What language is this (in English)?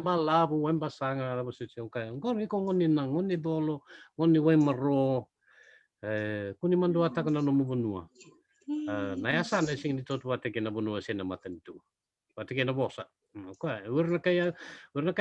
Fijian